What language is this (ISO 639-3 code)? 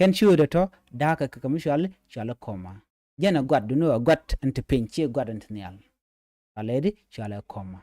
nus